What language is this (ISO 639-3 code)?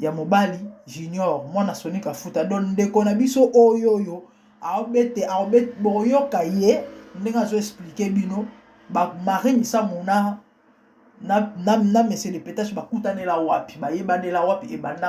lin